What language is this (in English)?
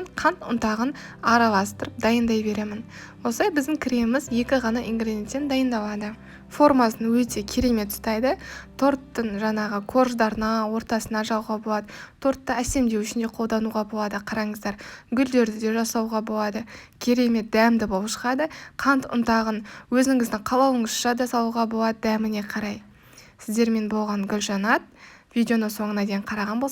Kazakh